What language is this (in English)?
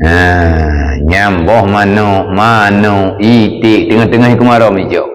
Achinese